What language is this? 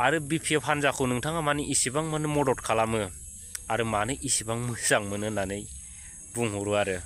Bodo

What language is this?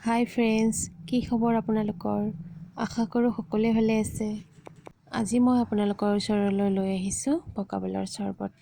Assamese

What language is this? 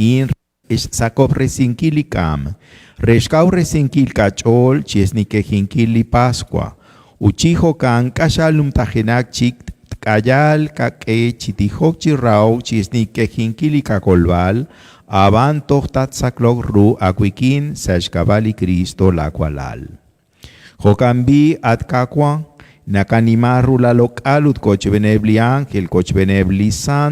Kekchí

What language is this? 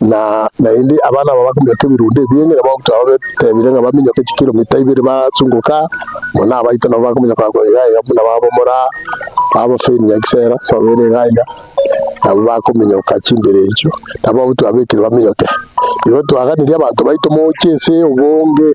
Gusii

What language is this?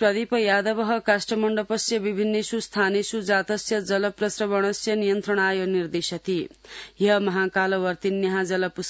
Sanskrit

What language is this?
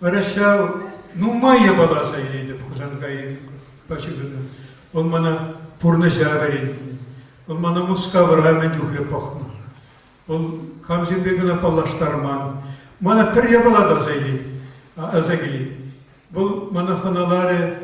Chuvash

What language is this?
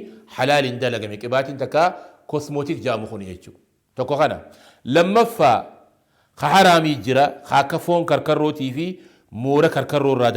Oromo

